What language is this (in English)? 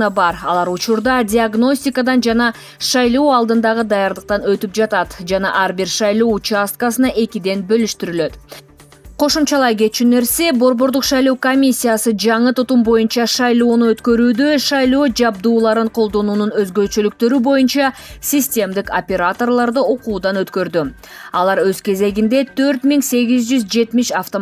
Kyrgyz